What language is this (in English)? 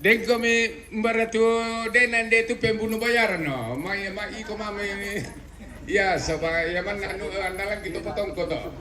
Toraja-Sa'dan